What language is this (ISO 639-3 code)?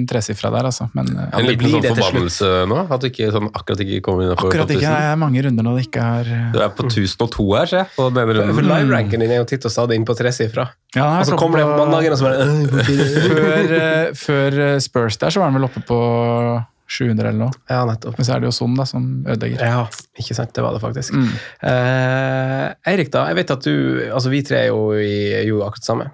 nor